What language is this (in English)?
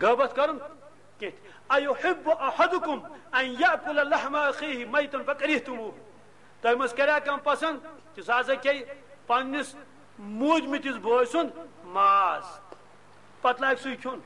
Kashmiri